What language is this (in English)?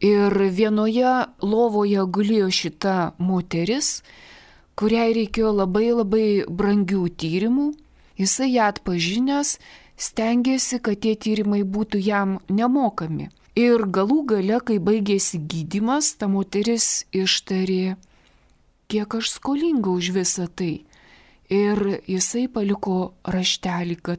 Lithuanian